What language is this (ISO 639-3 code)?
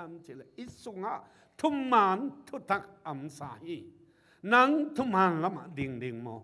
ctd